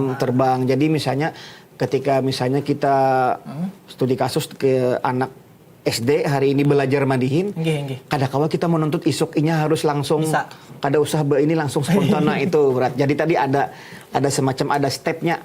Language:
Banjar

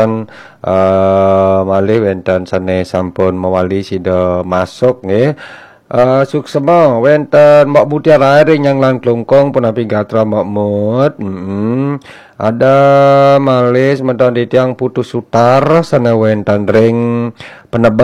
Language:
Balinese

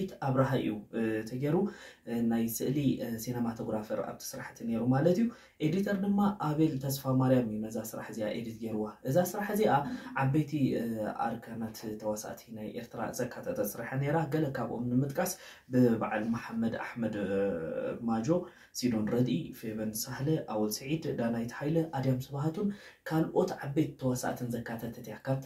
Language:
Tigrinya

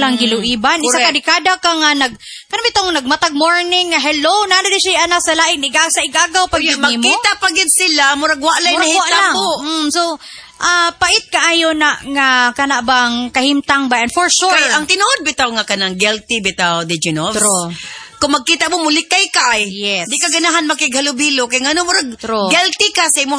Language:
Cebuano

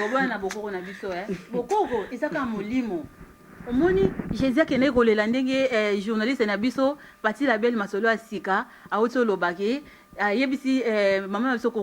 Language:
Lingala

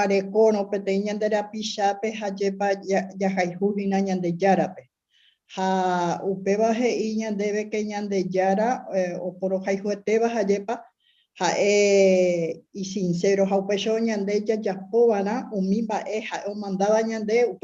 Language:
Guarani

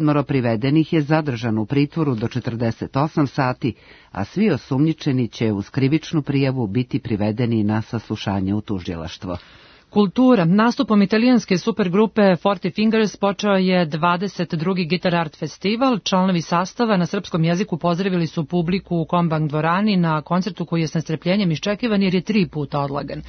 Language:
Serbian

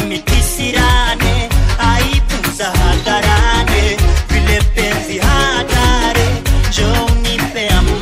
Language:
Swahili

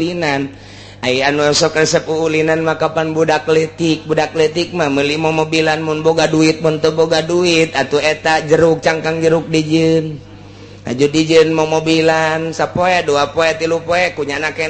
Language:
Sundanese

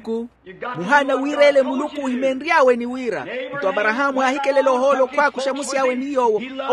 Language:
Makhuwa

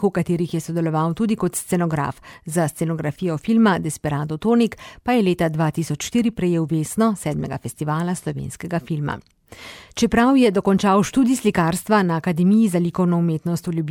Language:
Slovenian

